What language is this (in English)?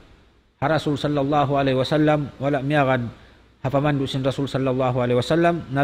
Tausug